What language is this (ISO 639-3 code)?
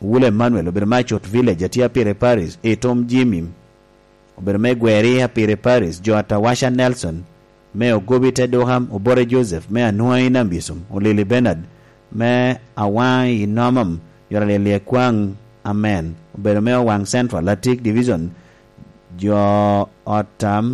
laj